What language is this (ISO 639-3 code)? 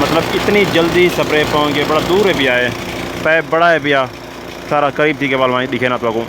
skr